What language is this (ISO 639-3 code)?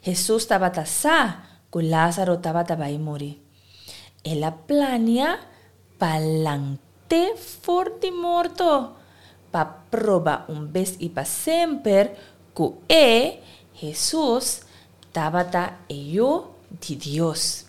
pap